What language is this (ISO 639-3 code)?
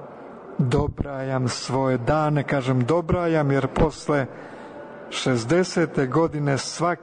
srp